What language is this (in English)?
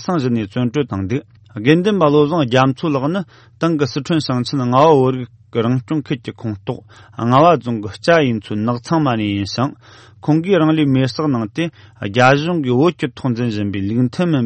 Tibetan